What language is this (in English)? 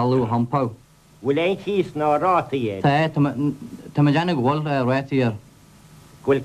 Irish